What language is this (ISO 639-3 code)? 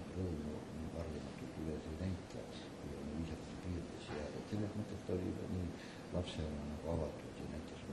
est